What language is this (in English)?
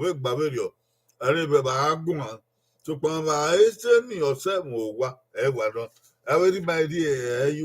Bini